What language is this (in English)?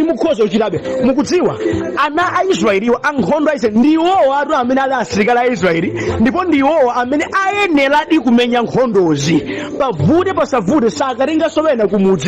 Nyanja